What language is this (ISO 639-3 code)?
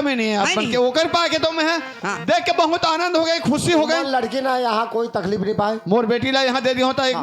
hne